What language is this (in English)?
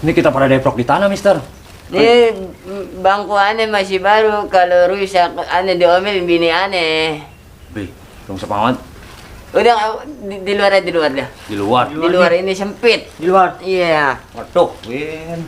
Betawi